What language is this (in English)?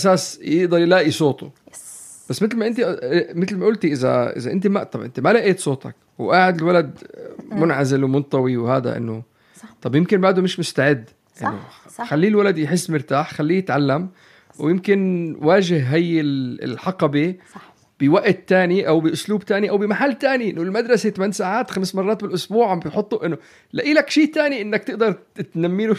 North Levantine Arabic